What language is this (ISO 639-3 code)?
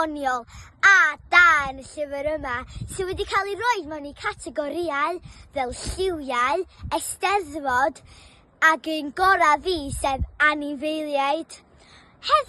cym